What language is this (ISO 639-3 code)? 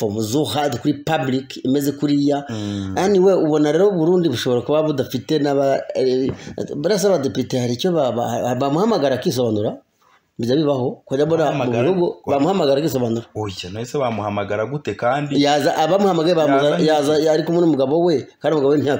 kin